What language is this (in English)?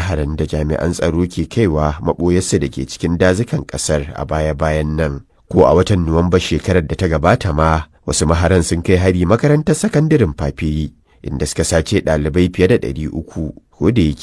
Hausa